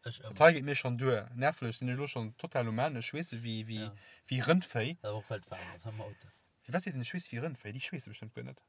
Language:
Luxembourgish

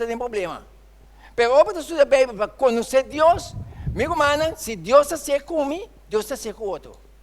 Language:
Papiamento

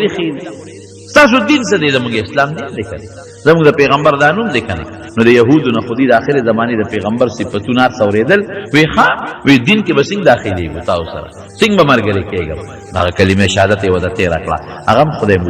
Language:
Pashto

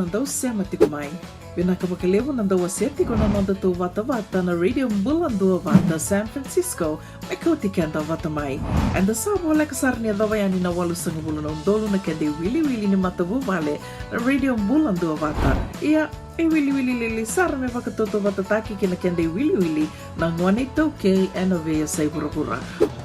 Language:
Fijian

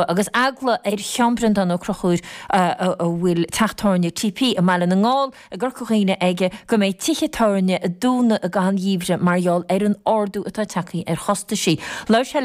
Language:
Irish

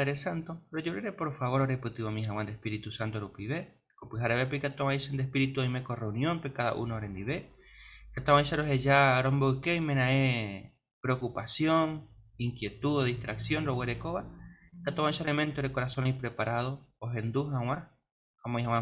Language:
Guarani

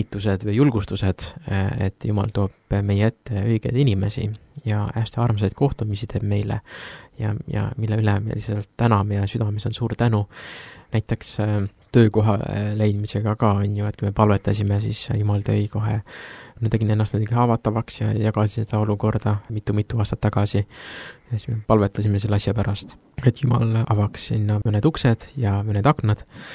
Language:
Estonian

